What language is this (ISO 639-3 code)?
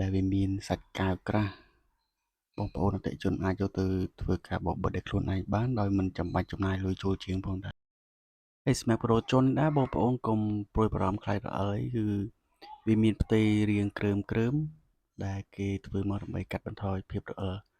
khm